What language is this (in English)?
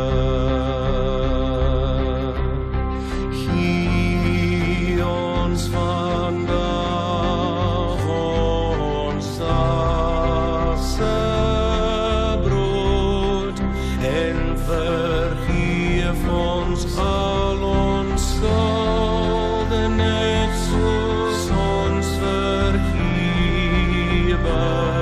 Afrikaans